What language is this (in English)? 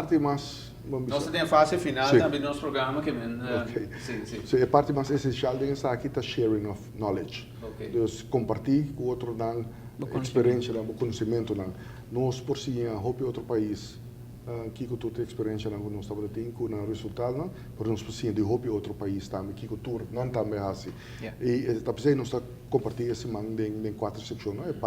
Papiamento